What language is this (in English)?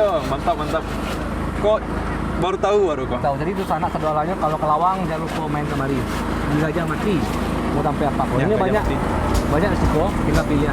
Minangkabau